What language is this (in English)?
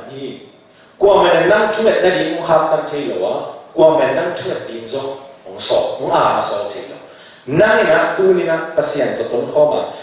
Tedim Chin